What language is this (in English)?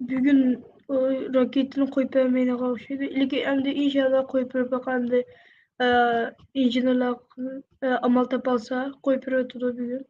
Uyghur